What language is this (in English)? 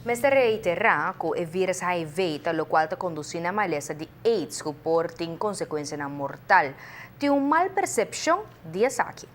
Papiamento